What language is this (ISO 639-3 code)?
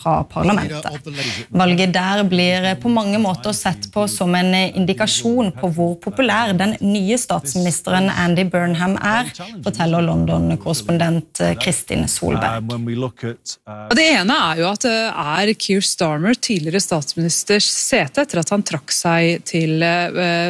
nor